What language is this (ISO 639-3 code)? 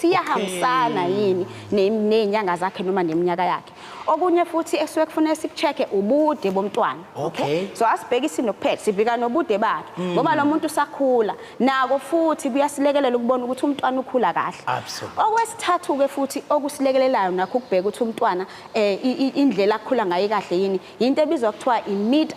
zul